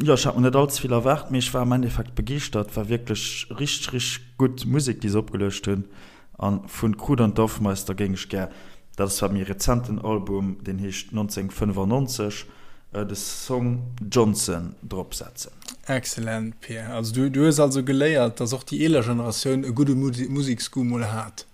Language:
Luxembourgish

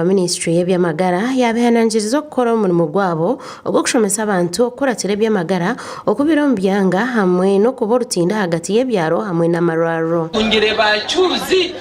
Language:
Nyankole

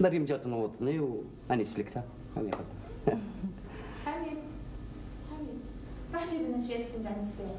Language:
Algerian Arabic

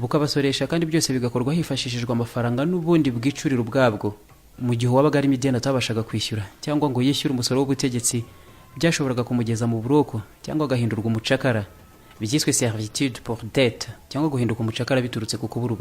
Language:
Kinyarwanda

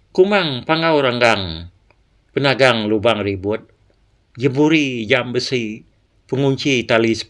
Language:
Iban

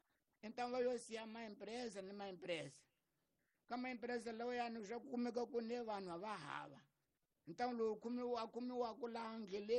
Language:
Tsonga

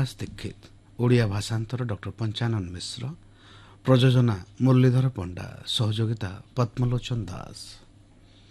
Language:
Odia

